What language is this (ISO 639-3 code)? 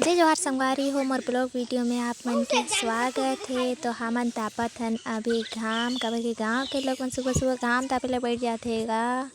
hne